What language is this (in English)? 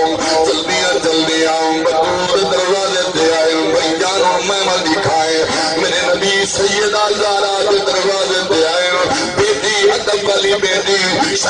Saraiki